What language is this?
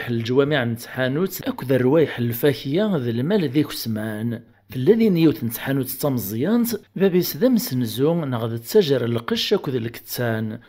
Kabyle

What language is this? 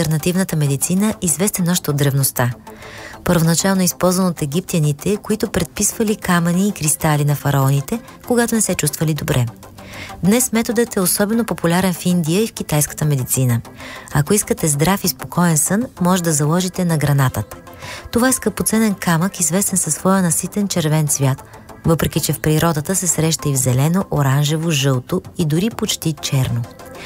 Bulgarian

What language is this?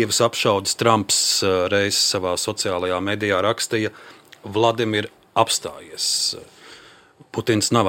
Latvian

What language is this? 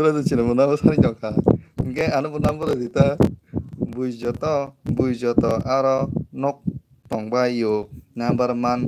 Kok Borok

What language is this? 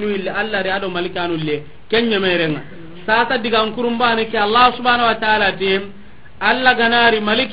Soninke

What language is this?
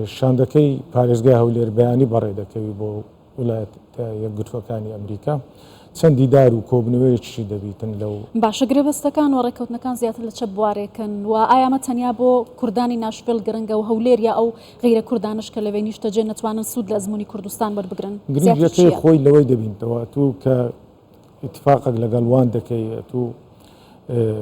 Central Kurdish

